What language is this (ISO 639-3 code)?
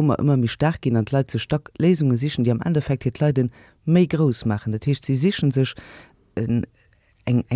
ltz